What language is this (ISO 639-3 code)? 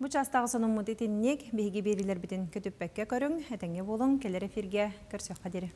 sah